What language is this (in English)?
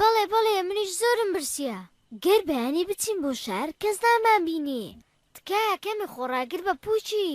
Central Kurdish